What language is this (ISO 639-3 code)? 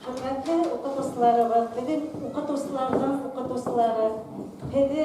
bak